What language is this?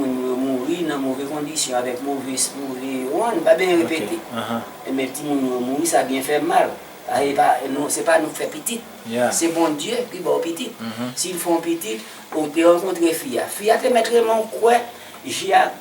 Haitian Creole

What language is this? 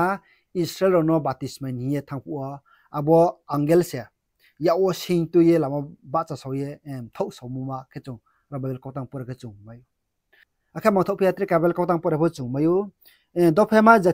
Riang (India)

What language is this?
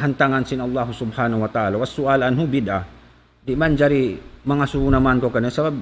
Tausug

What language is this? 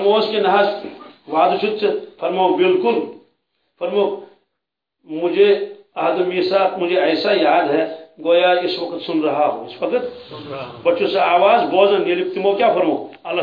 Kashmiri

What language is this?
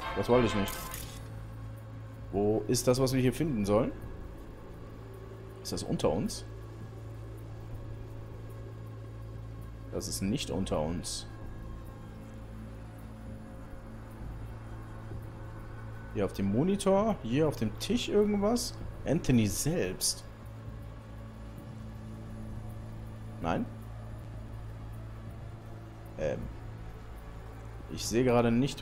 German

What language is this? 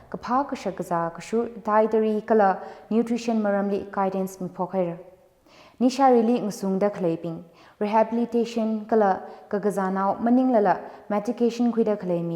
Tangkhul Naga (India)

